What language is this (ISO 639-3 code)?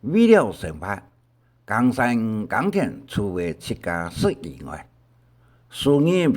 hak